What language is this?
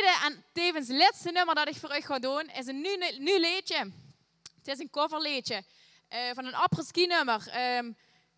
Limburgish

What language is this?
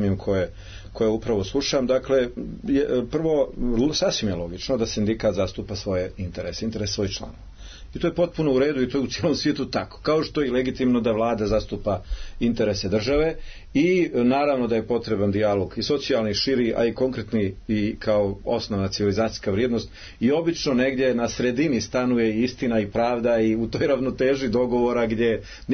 Serbian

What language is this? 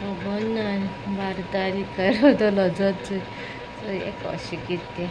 Konkani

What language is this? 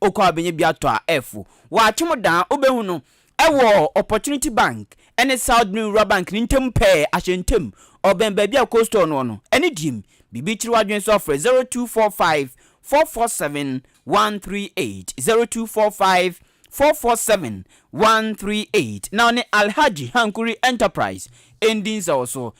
Akan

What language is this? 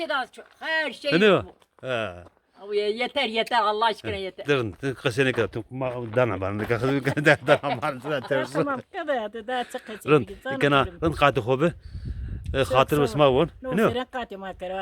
Zaza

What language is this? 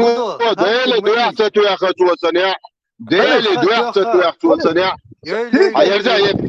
Chechen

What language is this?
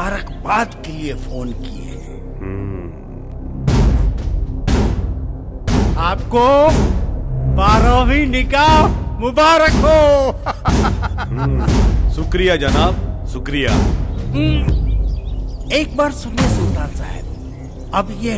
Bhojpuri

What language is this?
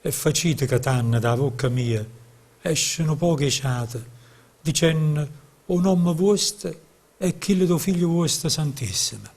Neapolitan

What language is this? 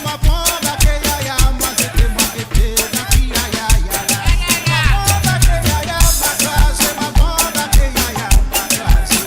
Morisyen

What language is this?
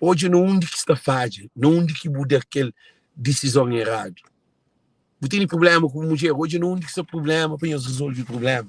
Kabuverdianu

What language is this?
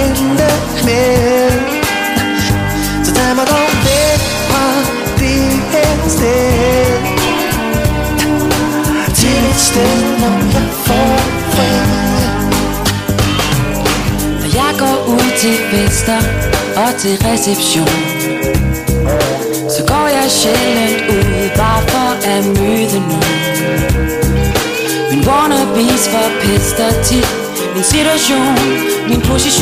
Danish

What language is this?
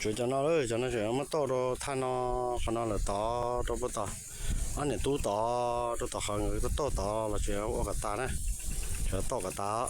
Hmong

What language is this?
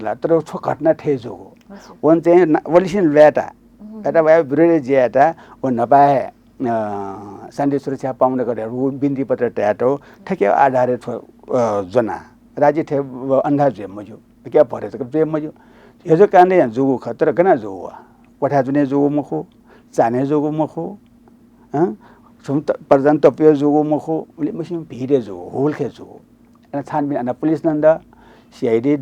Newari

